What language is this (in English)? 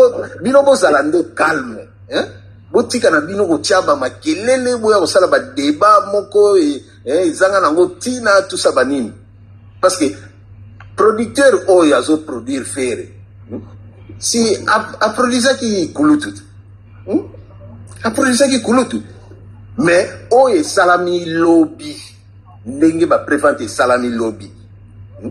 Lingala